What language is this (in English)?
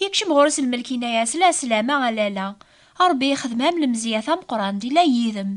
Kabyle